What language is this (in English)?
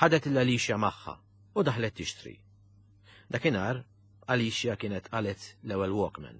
Maltese